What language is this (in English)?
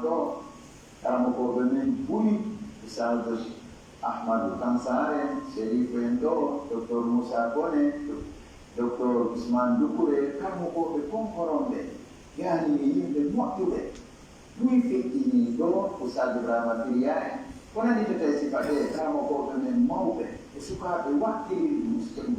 Pular